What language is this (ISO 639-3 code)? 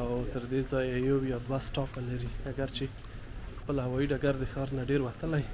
pus